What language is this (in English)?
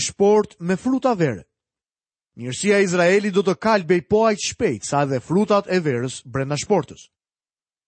Albanian